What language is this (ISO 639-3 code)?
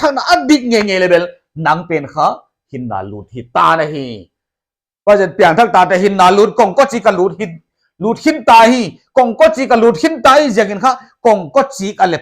pck